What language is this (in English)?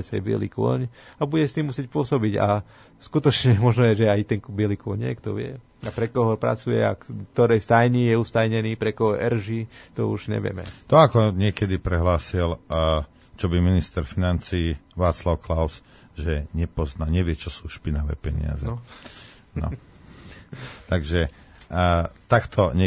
Slovak